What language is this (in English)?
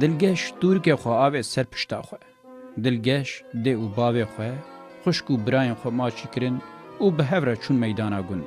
Kurdish